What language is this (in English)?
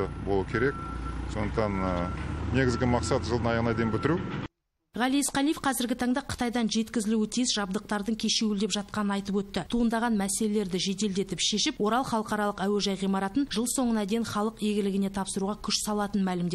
Kazakh